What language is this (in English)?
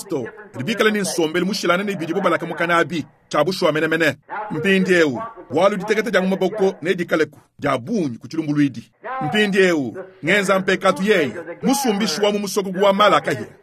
Luba-Lulua